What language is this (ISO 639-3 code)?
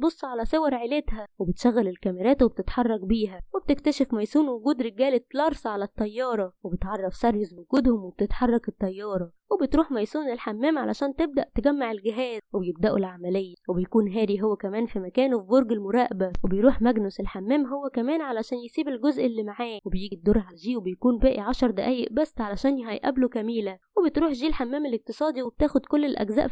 arz